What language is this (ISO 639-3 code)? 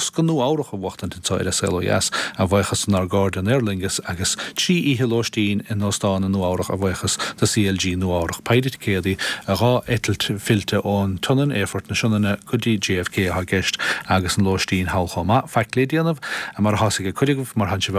gle